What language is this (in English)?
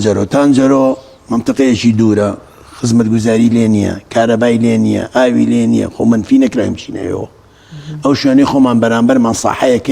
Central Kurdish